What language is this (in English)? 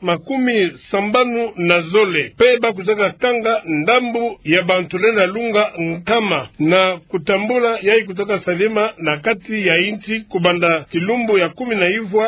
Kituba (Democratic Republic of Congo)